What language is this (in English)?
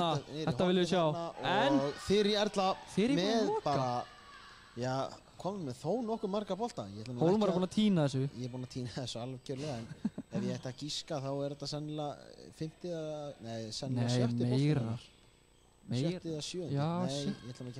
Icelandic